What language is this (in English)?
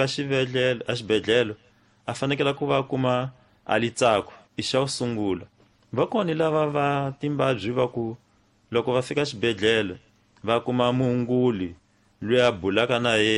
Tsonga